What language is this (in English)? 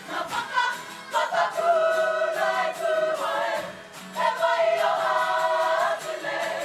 Māori